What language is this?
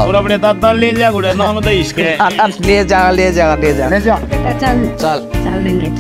Haryanvi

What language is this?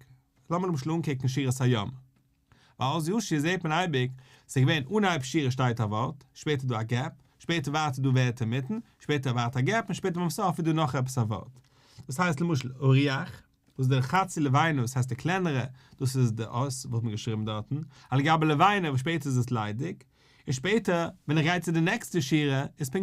Yiddish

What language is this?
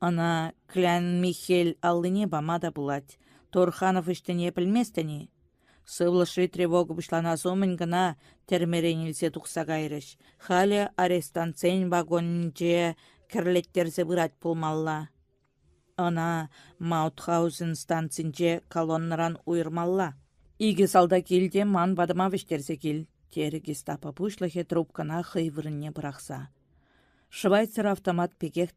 Chuvash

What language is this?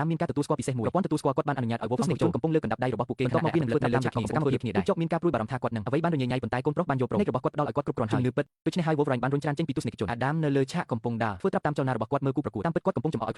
Khmer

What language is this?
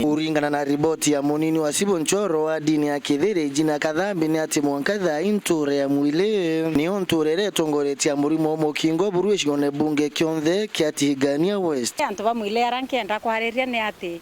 Meru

